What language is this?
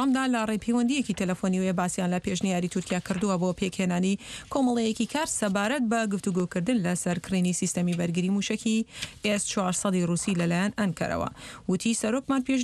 Central Kurdish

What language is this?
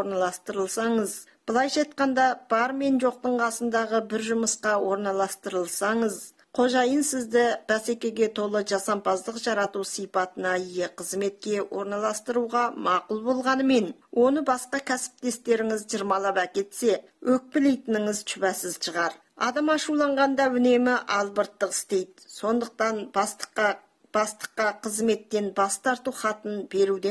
Kazakh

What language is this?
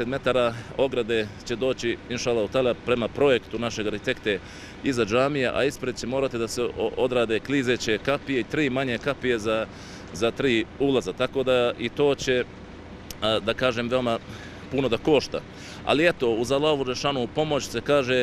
Bosnian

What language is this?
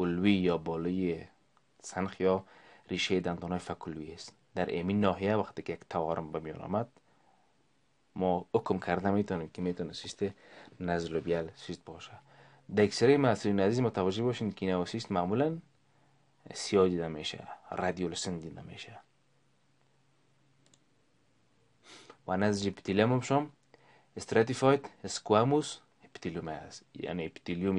Persian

